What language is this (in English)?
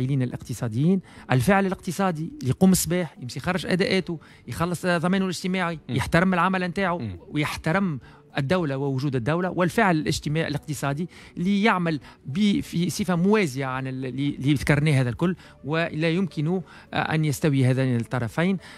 Tunisian Arabic